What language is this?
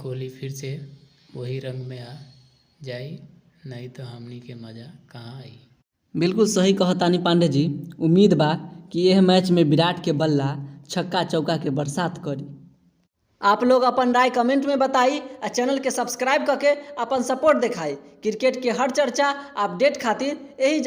Bhojpuri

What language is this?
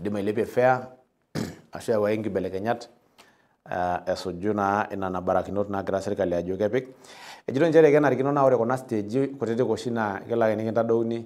Masai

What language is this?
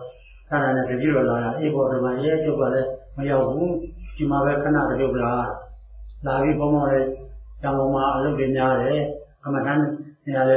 Burmese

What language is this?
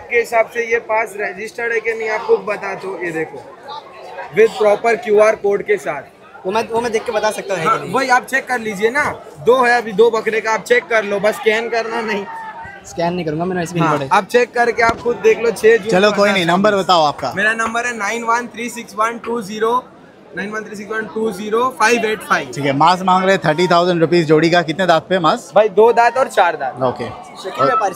Hindi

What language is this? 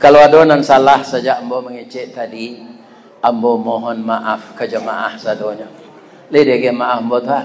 Minangkabau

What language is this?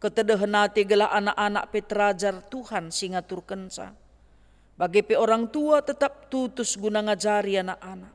Batak Karo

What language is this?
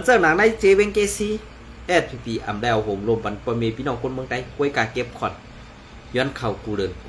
Shan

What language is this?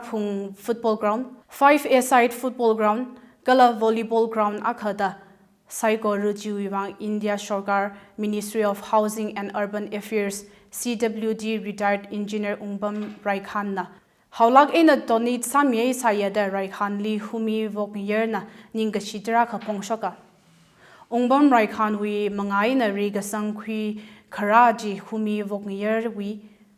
Tangkhul Naga (India)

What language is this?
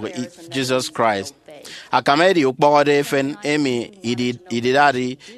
Efik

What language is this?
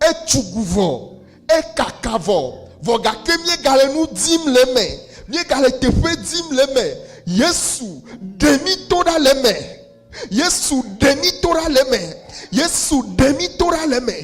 Ewe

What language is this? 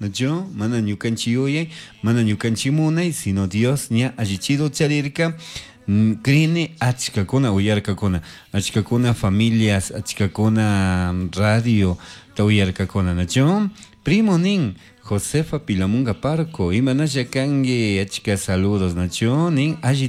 Chimborazo Highland Quichua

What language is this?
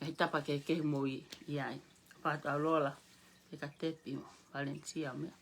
Tongan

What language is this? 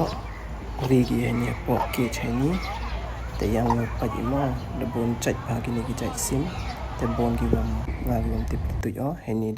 Pnar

